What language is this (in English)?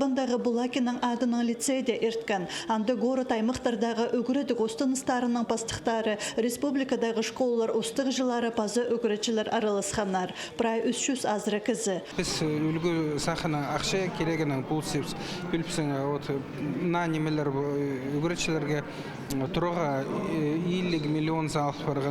Khakas